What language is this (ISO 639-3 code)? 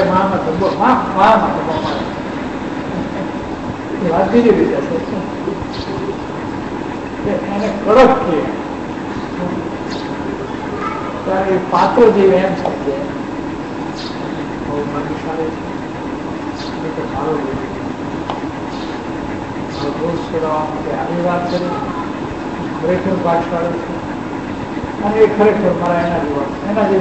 guj